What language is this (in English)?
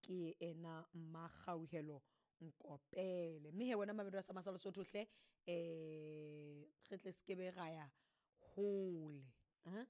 Southern Sotho